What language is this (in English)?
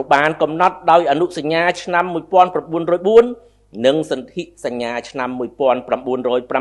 Khmer